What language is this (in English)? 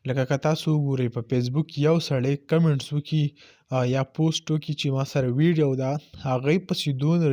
Pashto